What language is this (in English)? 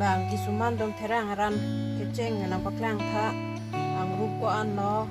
Karbi